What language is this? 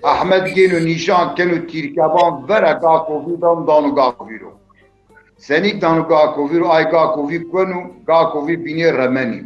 Zaza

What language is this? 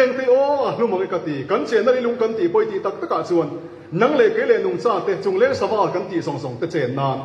Mizo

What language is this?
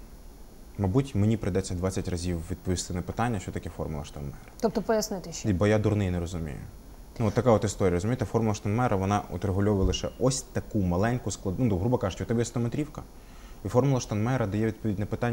Ukrainian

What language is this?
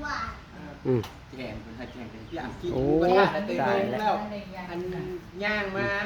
Northeastern Thai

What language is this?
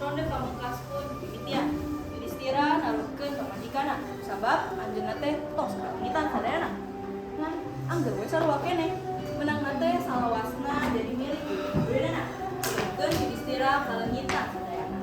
Sundanese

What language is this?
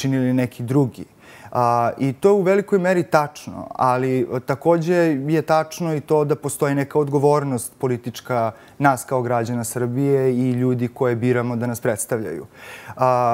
Serbian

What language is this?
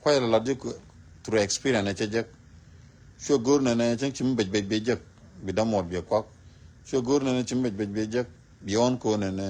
Nuer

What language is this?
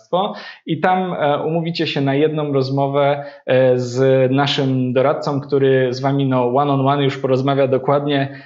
Polish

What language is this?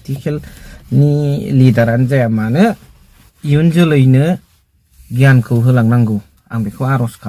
Bodo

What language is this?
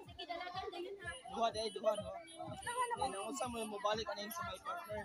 Cebuano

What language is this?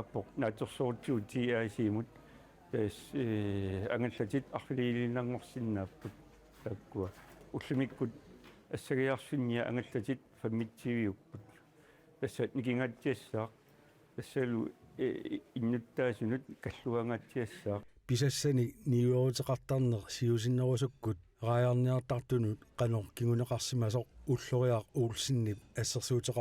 Kalaallisut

